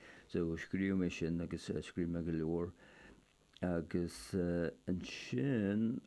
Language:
Irish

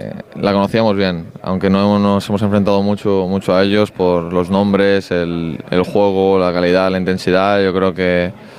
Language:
Spanish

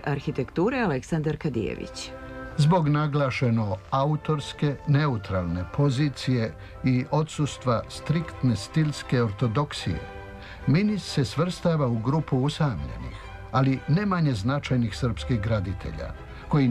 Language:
Serbian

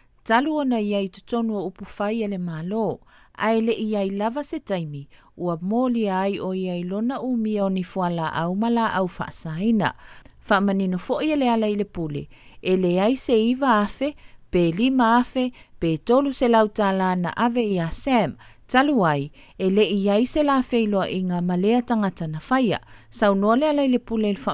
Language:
Samoan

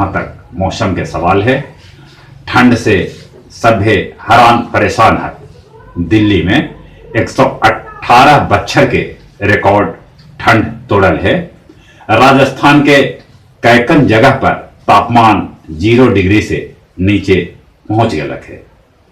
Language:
Magahi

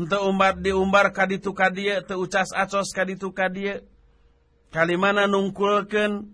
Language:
Sundanese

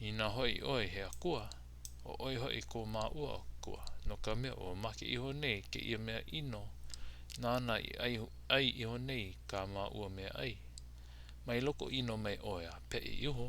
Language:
Hawaiian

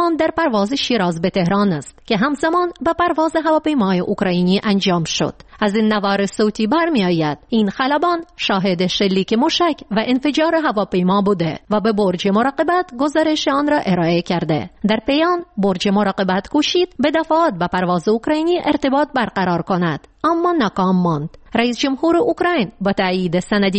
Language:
Persian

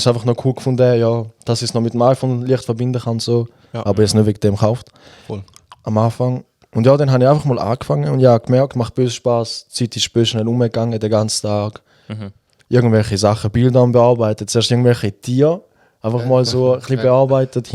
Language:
Swiss German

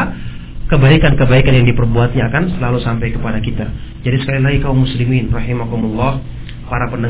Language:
Indonesian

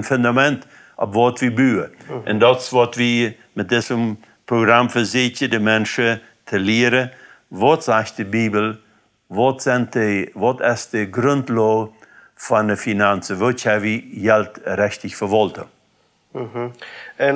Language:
Plautdietsch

